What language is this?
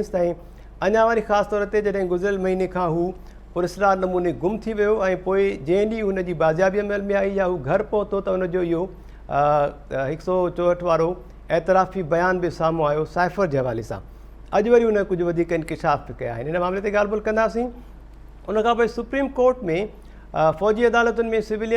Sindhi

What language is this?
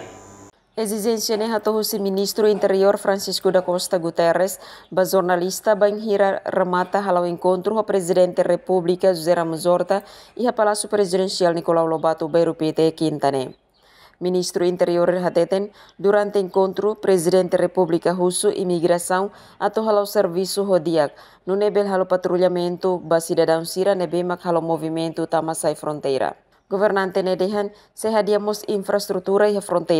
Tetum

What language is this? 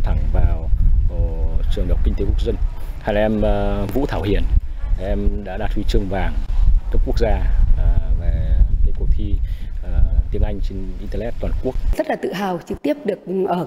Vietnamese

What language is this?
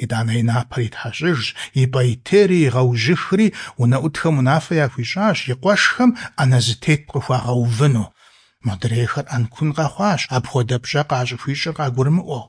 Kabardian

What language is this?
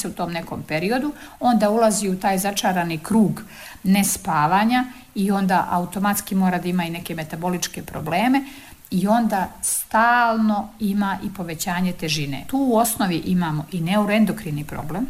Serbian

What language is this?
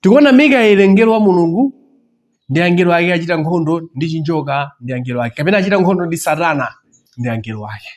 Nyanja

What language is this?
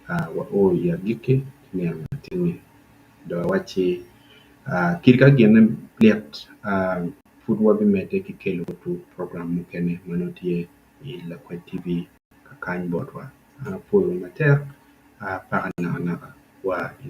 Acoli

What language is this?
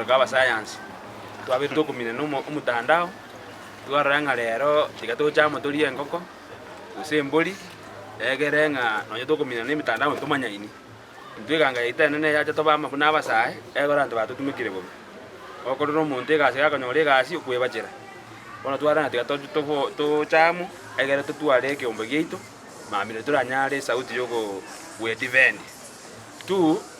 Gusii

